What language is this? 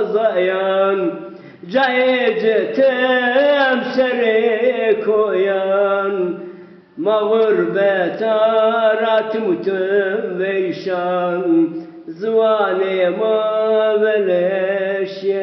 Zaza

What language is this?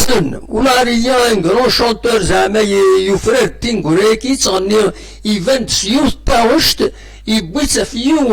Kabyle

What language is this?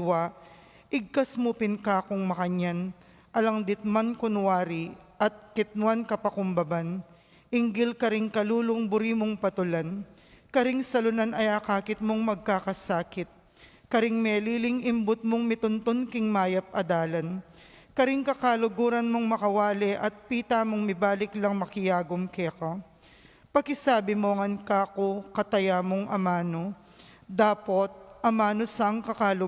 Pampanga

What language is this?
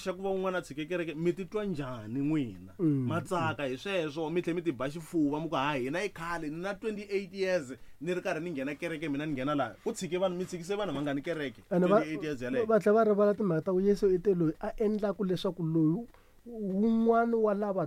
Tsonga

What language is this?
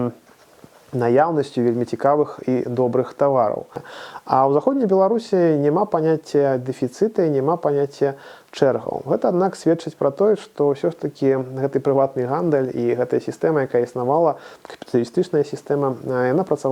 Belarusian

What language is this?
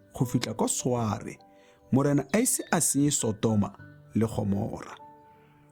Tswana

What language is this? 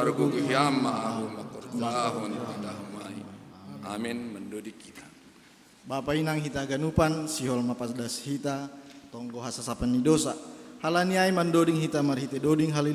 Batak Simalungun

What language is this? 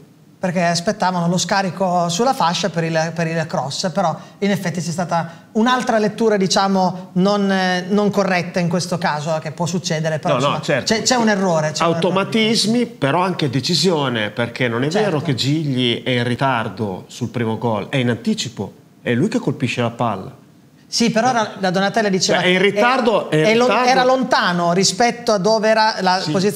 Italian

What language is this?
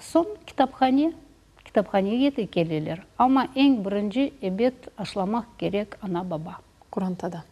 Crimean Tatar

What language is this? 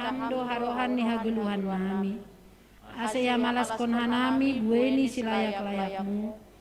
Batak Simalungun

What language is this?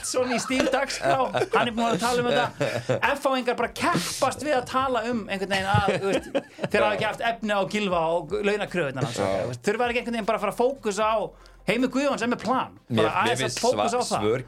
Icelandic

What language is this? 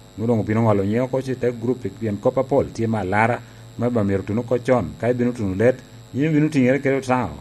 Lango (Uganda)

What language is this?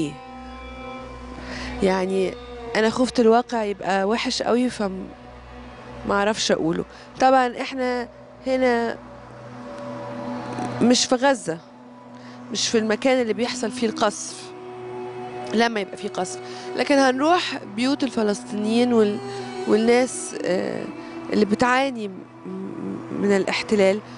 Egyptian Arabic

